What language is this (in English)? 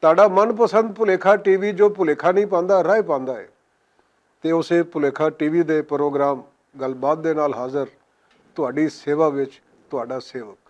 Western Panjabi